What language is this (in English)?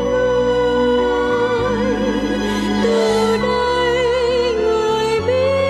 Vietnamese